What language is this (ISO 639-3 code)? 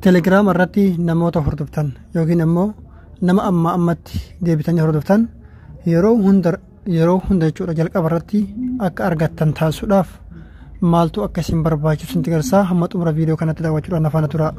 orm